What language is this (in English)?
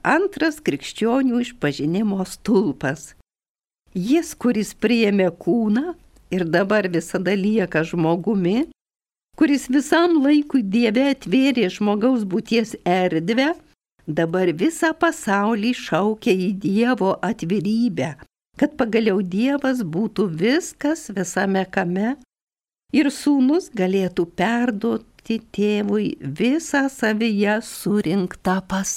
Lithuanian